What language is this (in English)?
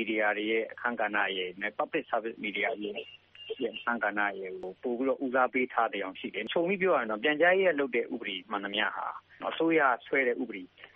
Burmese